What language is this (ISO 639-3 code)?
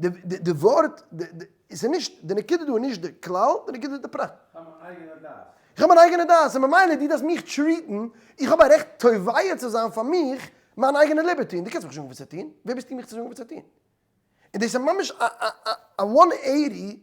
yid